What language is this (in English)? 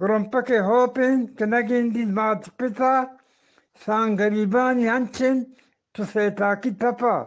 Eastern Balochi